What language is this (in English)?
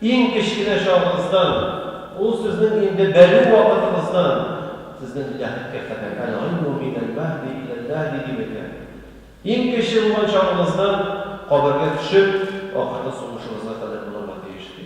Tatar